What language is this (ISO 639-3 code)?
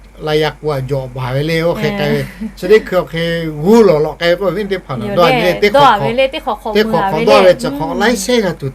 lhu